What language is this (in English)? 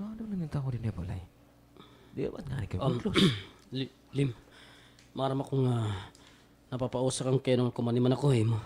Waray